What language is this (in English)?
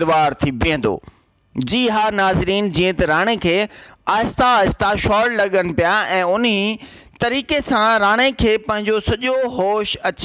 Sindhi